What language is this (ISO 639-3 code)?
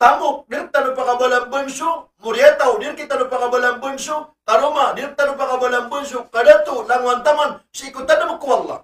mrw